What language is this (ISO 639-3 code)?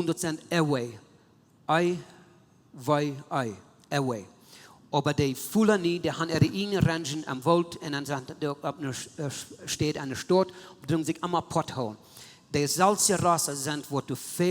pdt